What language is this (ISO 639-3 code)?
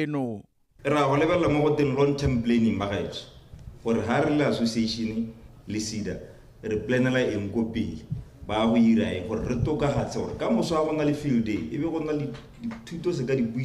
tsn